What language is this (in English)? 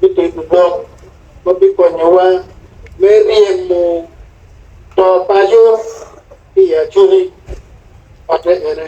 Acoli